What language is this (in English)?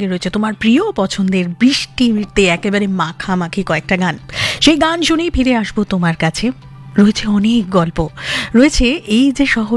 Bangla